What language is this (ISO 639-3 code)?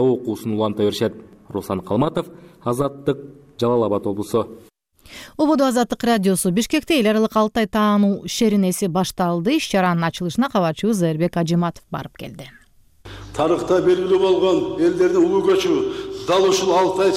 kir